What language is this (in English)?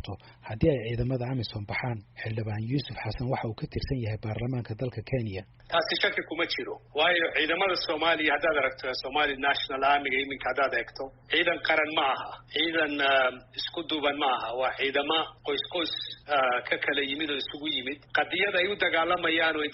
Somali